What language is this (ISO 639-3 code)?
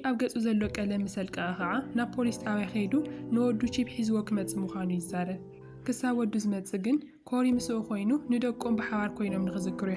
tir